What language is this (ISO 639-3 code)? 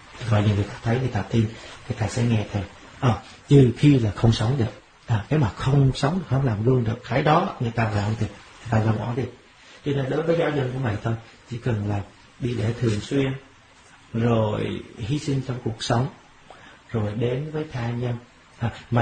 vie